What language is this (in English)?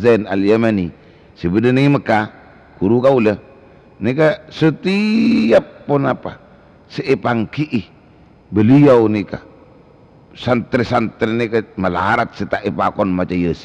Madurese